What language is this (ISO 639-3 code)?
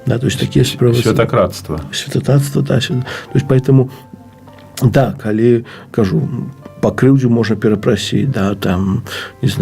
bel